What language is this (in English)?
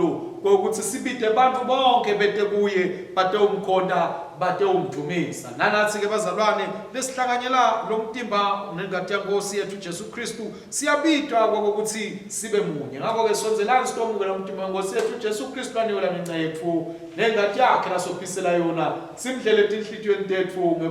Swati